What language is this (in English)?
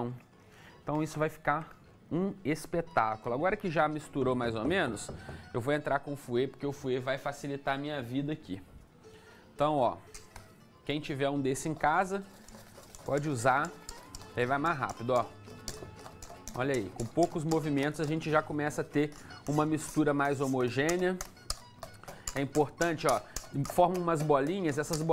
Portuguese